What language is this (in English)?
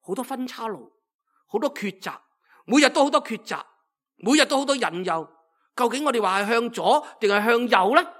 Cantonese